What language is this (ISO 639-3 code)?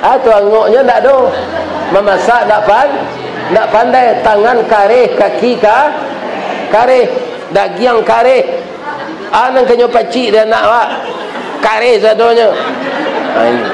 min